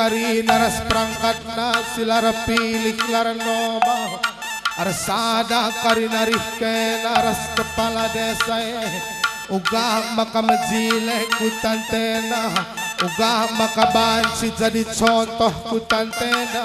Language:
Batak Karo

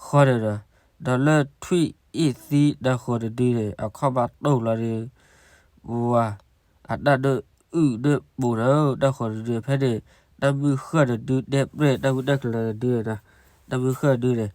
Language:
S'gaw Karen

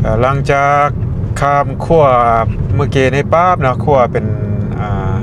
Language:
Lao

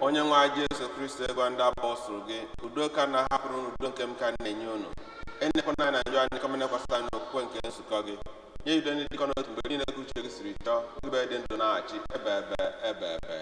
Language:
Igbo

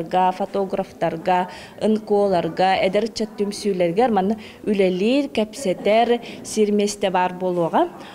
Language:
Yakut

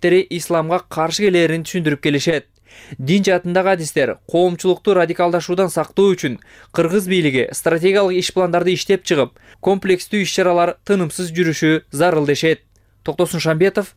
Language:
Kyrgyz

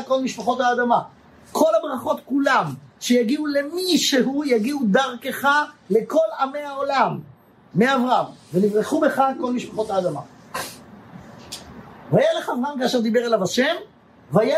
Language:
Hebrew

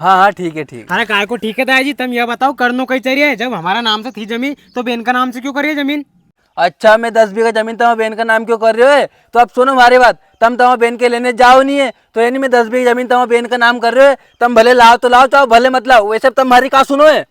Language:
Rajasthani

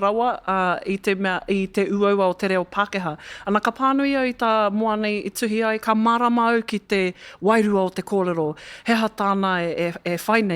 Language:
Māori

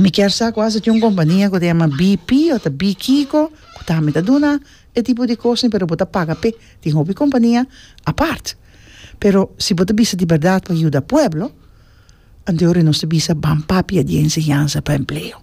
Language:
Papiamento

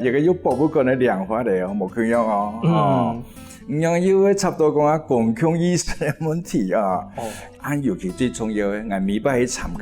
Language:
Hakka Chinese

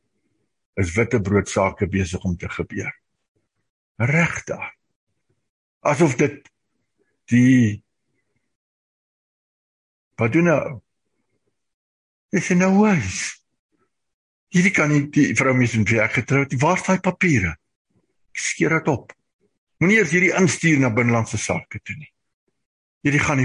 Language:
Afrikaans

